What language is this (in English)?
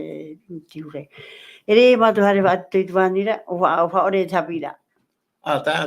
Tahitian